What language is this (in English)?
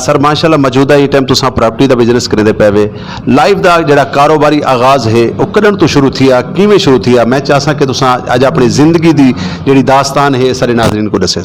Saraiki